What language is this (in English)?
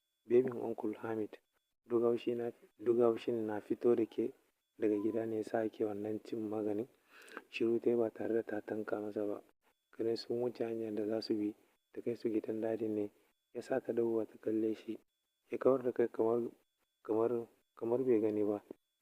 Hausa